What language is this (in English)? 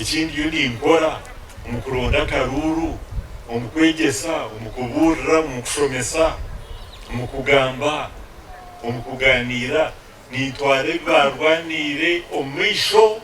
Nyankole